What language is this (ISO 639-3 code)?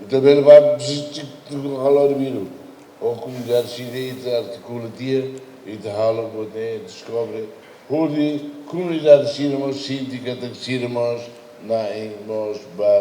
tet